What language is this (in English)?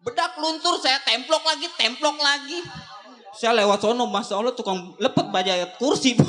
Betawi